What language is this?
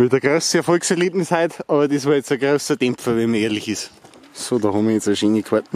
Bavarian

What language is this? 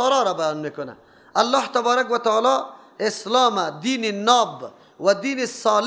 Persian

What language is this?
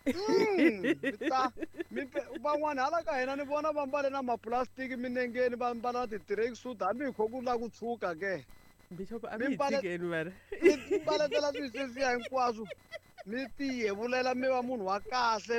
Tsonga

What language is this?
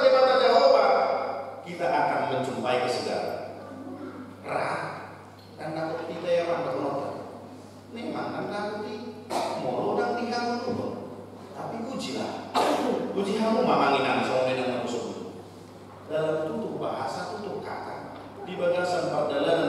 Batak Toba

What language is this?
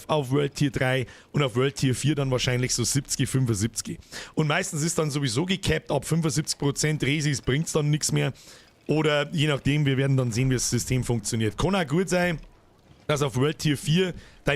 Bavarian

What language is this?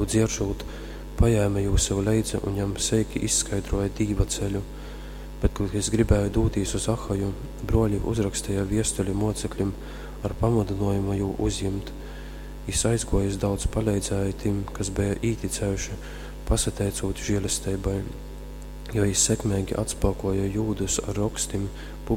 Latgalian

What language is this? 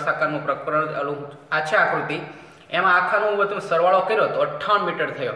Gujarati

